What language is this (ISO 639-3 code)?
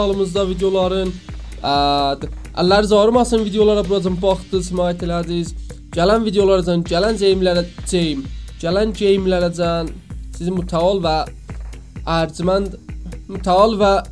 azb